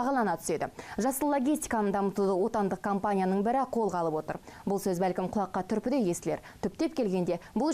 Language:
Kazakh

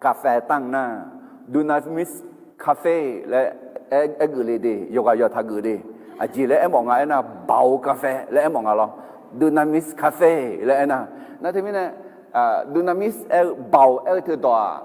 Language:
Akha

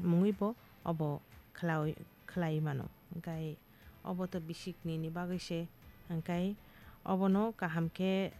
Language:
Kok Borok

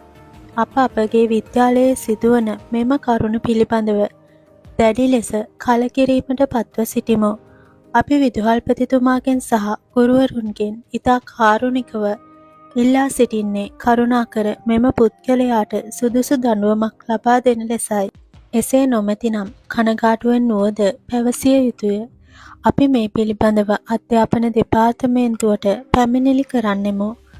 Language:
Sinhala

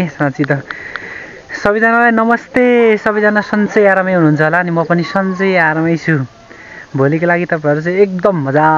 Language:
Nepali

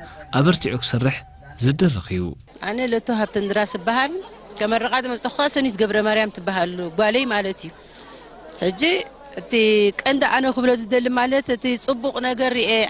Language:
Tigrinya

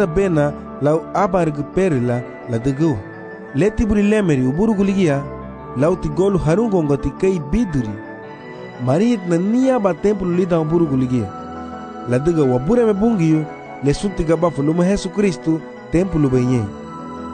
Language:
Garifuna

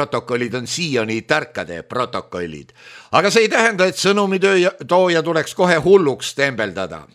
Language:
Estonian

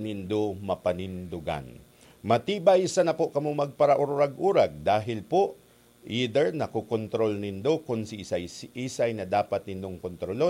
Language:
Bikol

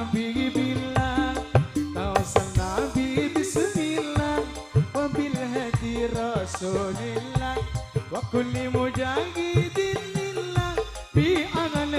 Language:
Madurese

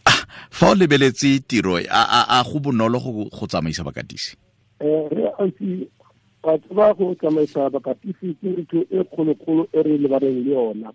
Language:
Tswana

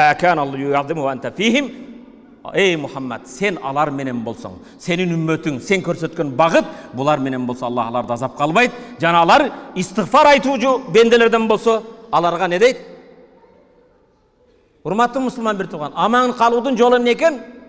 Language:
Kyrgyz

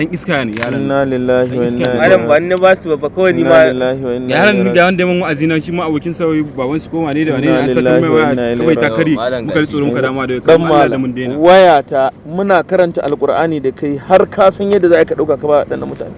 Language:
Hausa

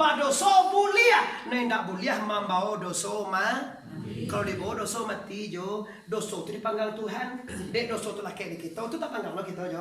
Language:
Minangkabau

